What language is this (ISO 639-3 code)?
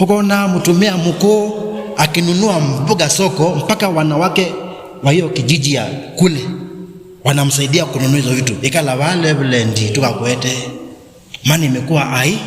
kam